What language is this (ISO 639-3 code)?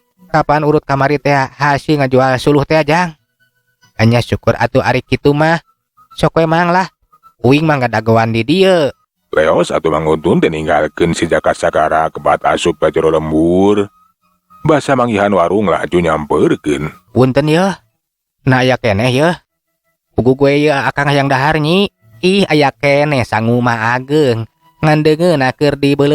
sun